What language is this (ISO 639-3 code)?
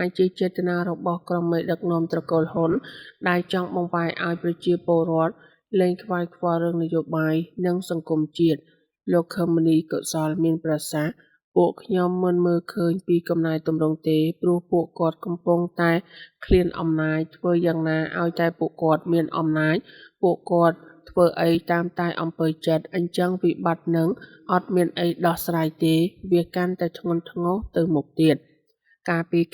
khm